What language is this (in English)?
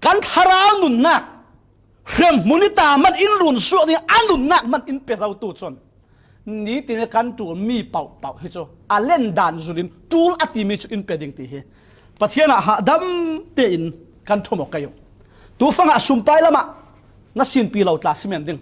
Falam Chin